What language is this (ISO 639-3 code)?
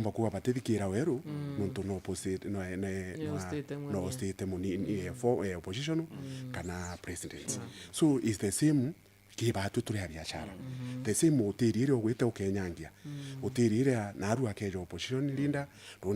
mer